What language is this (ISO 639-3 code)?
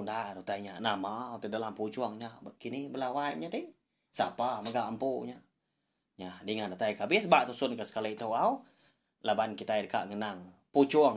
iba